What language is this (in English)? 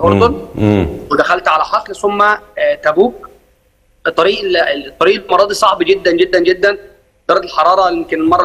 Egyptian Arabic